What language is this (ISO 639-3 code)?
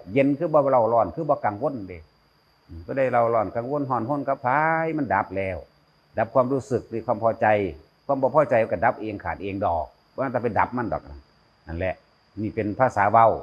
tts